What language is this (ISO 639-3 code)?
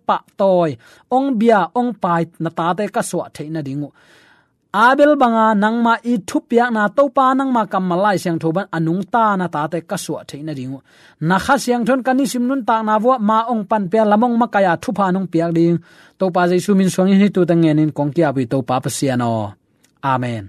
ctd